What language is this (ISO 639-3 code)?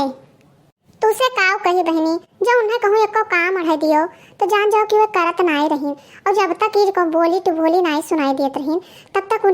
awa